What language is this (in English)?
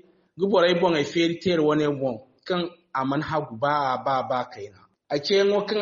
Zarma